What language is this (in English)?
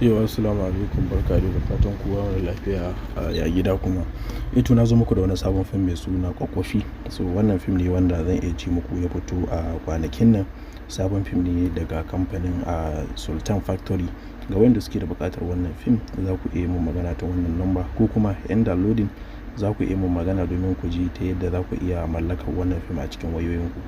Hausa